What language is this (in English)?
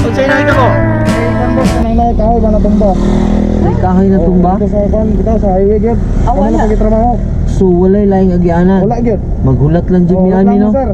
Cebuano